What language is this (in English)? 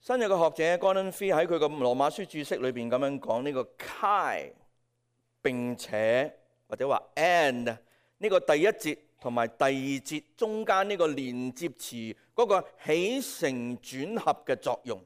Cantonese